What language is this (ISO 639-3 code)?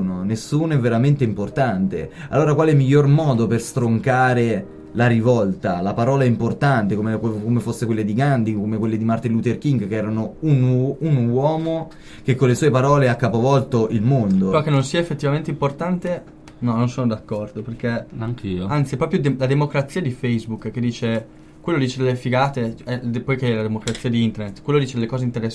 ita